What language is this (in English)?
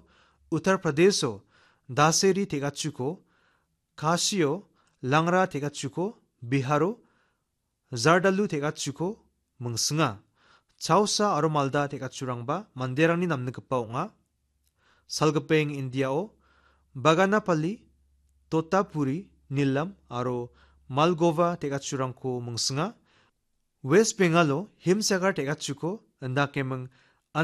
Garo